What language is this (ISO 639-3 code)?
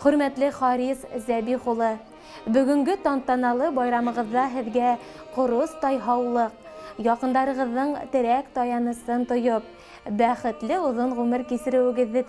bak